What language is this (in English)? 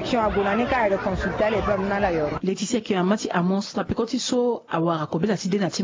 Sango